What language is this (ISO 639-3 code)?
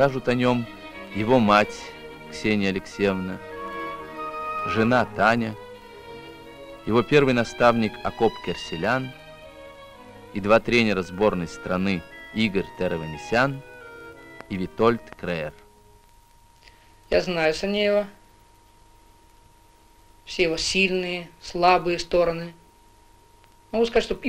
rus